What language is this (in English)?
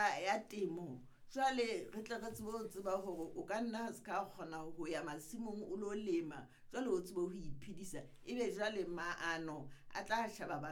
Southern Sotho